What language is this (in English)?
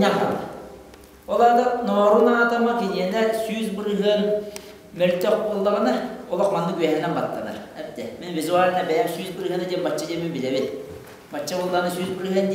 Yakut